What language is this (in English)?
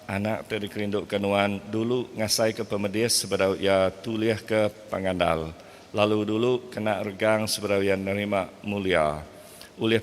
Iban